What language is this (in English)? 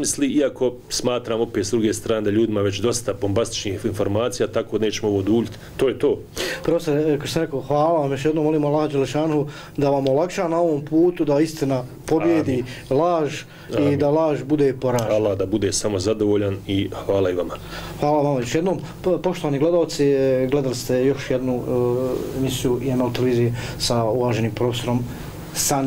Bosnian